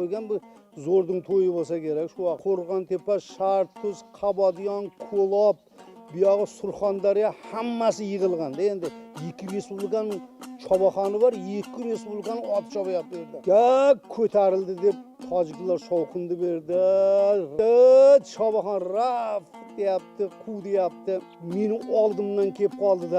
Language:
Uzbek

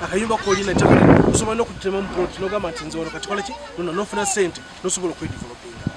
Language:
Nyankole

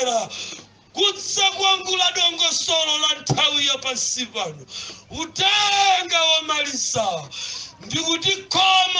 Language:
Nyanja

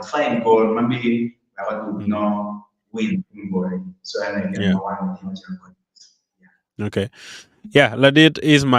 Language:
Acoli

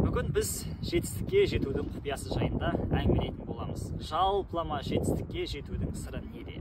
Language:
Kazakh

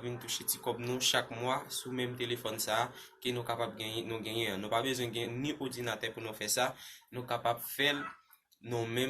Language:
Haitian Creole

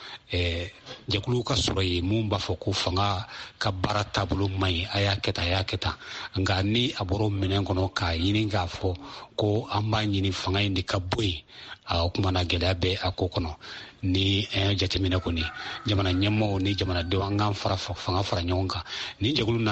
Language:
Bambara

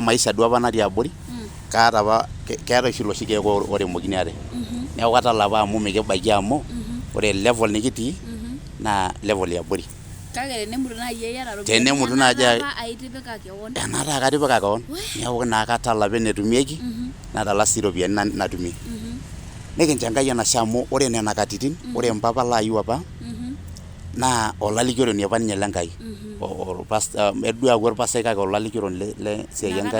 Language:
Masai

